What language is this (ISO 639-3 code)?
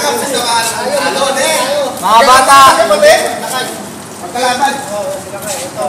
fil